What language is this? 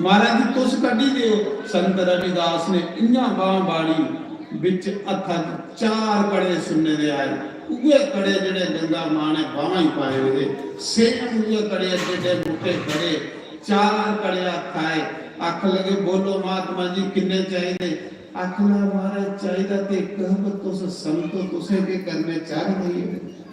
Dogri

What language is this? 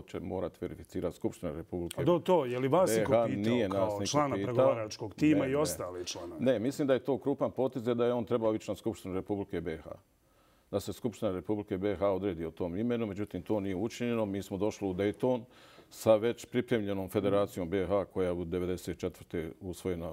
Bosnian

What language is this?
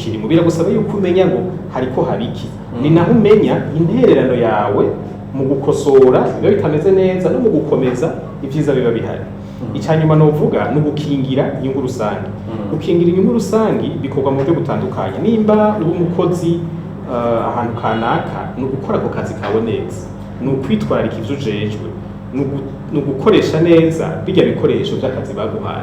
Rundi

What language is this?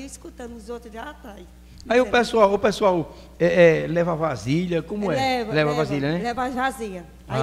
Portuguese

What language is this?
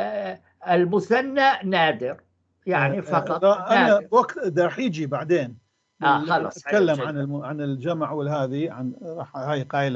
North Levantine Arabic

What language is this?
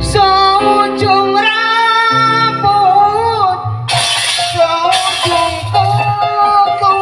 Betawi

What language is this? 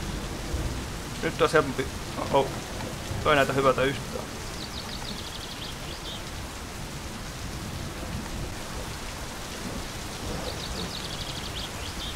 Finnish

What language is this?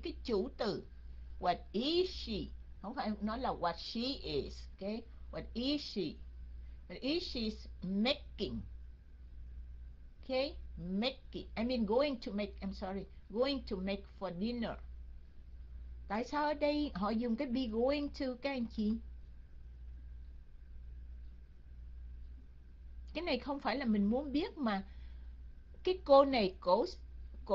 Vietnamese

